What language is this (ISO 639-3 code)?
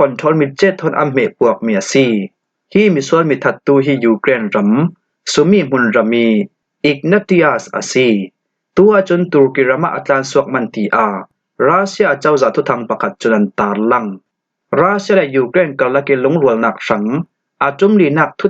cfm